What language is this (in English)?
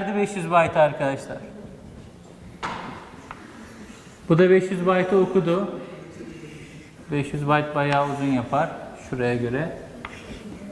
Turkish